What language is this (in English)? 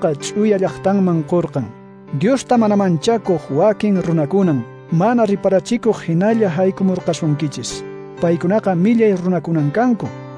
Quechua